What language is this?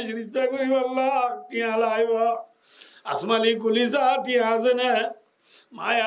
Rohingya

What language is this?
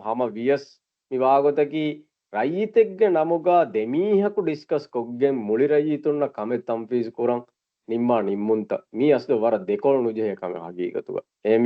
Divehi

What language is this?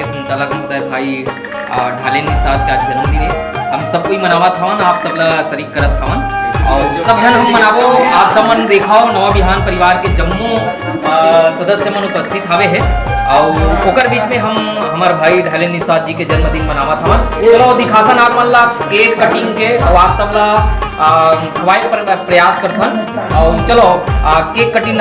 Chhattisgarhi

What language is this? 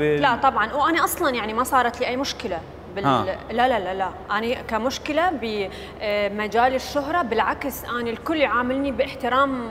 Mesopotamian Arabic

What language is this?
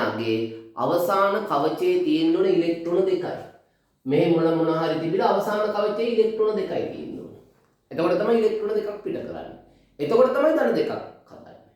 Sinhala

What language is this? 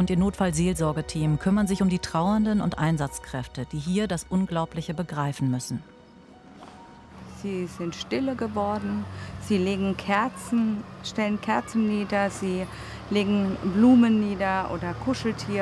German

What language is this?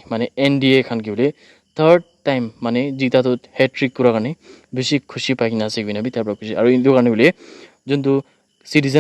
Naga Pidgin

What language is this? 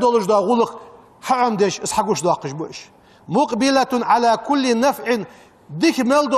Ingush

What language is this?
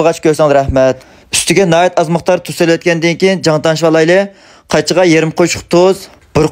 Uyghur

